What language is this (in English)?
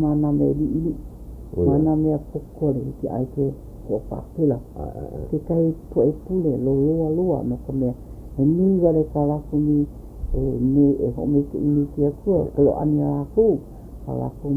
Hawaiian